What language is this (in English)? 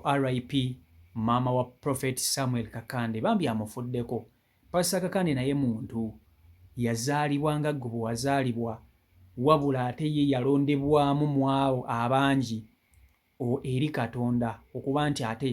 Ganda